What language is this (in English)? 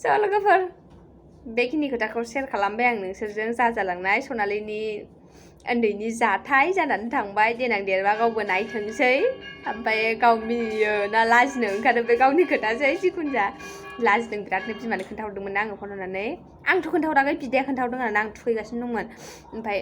Bodo